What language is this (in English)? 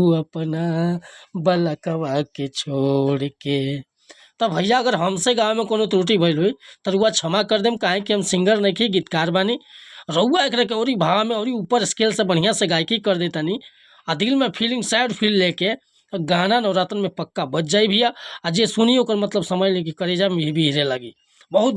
Bhojpuri